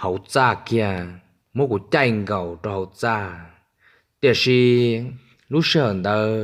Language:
Hmong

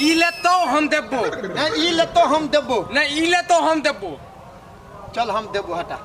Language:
Maithili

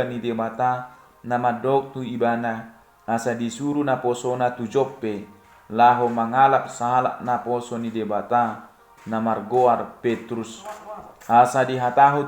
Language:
Batak Toba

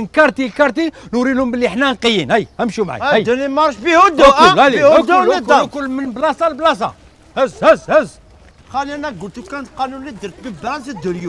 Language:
Algerian Arabic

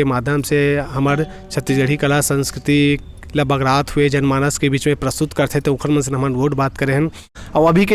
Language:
Chhattisgarhi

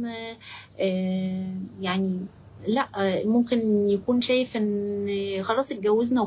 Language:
Egyptian Arabic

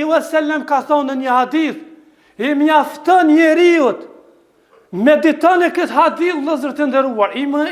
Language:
Albanian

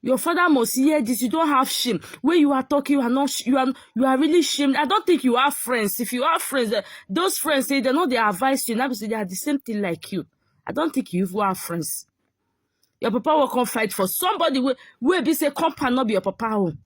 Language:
Nigerian Pidgin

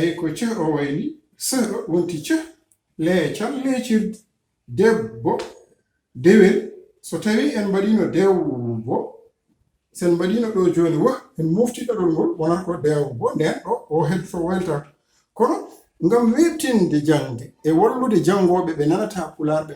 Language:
Fula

